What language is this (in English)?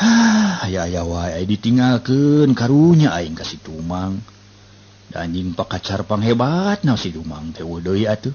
Sundanese